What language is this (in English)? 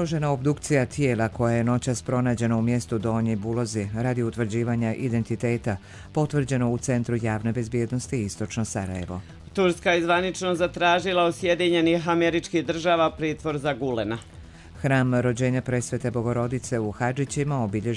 Serbian